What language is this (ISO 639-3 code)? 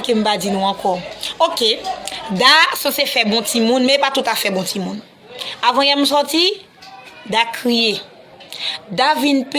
hat